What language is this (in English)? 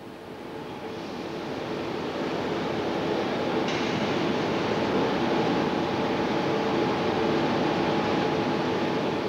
Finnish